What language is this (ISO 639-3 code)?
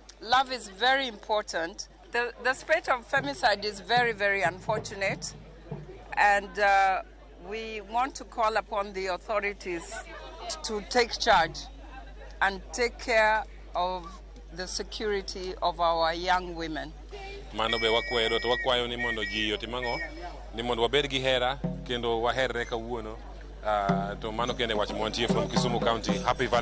luo